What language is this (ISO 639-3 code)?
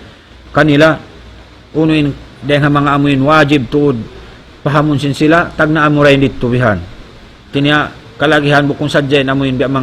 tsg